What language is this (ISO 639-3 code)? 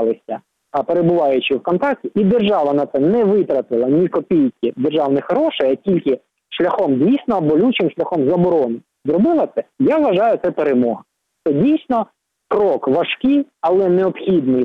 ukr